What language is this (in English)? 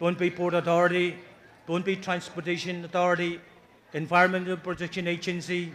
Pohnpeian